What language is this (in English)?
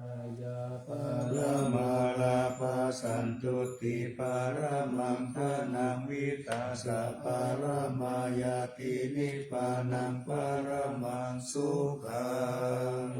Pali